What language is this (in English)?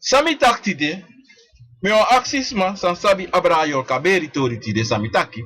Sranan Tongo